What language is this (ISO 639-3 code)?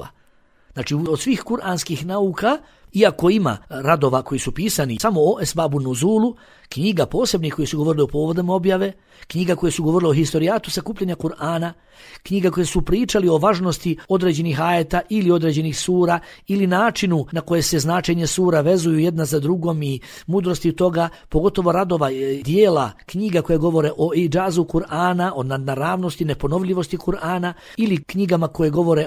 bos